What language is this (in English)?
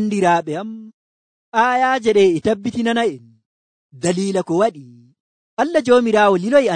Nigerian Fulfulde